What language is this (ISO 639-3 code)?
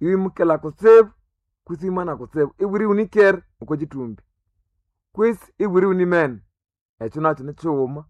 nnb